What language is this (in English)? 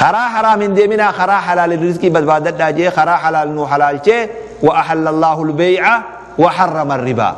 Oromo